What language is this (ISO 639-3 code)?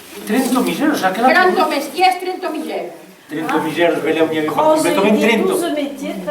oci